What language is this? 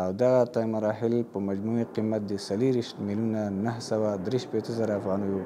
Pashto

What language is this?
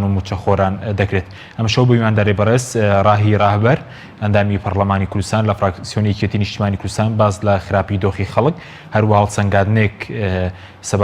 Central Kurdish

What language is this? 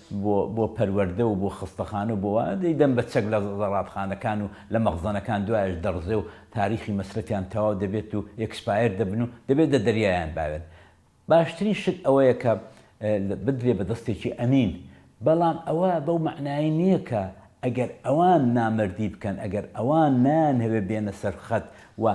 Central Kurdish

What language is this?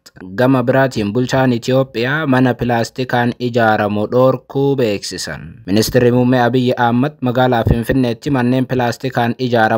Oromo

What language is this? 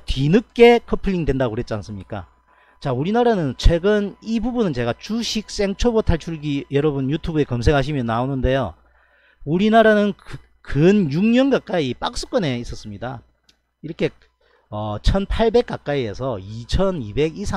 Korean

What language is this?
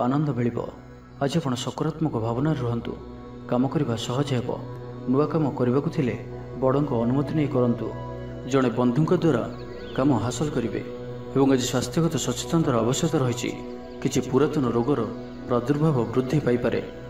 Odia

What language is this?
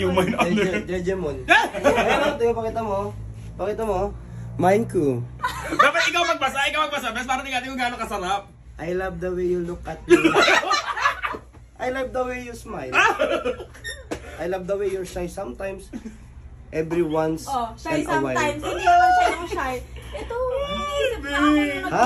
Filipino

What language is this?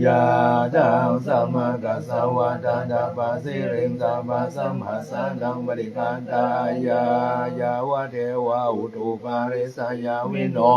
Pali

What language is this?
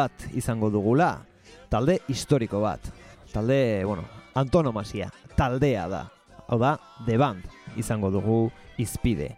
Basque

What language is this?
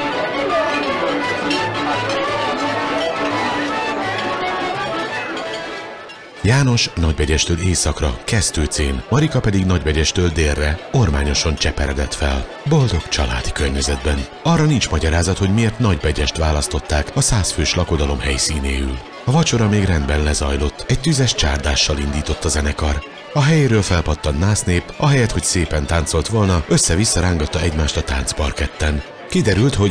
Hungarian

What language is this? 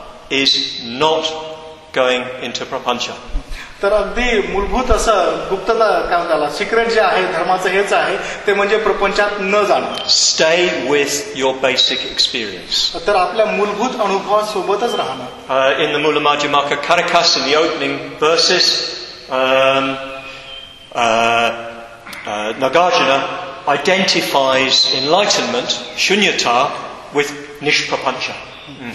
Marathi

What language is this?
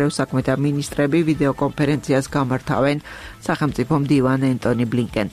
Georgian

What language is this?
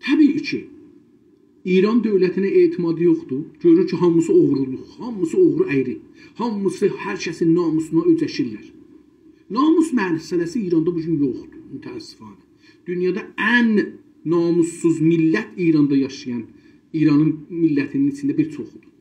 South Azerbaijani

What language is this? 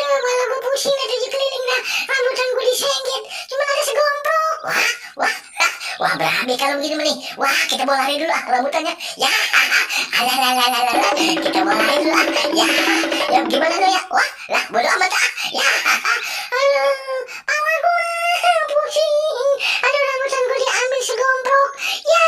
Betawi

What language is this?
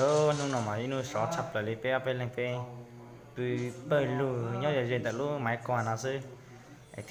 Hmong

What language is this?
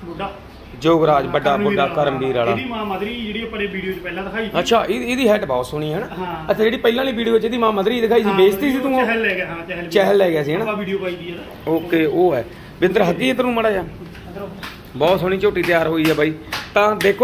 Punjabi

